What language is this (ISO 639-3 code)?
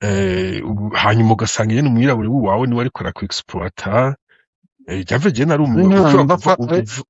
run